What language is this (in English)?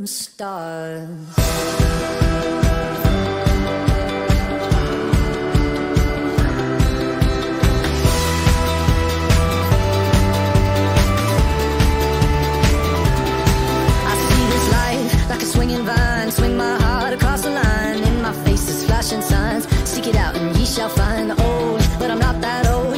English